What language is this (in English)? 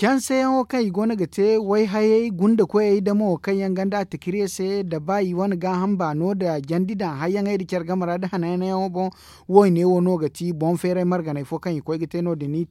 Zarma